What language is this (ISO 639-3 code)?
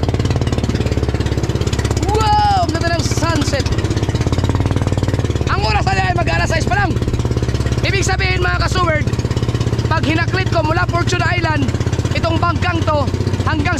fil